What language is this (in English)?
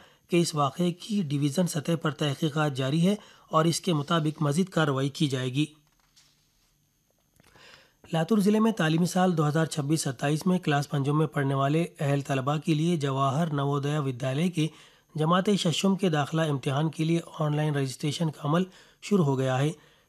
Urdu